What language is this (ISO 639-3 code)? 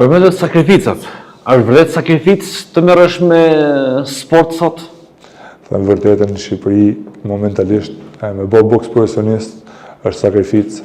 sqi